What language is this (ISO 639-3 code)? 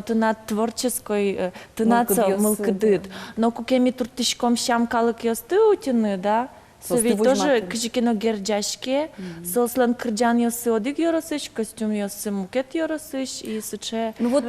udm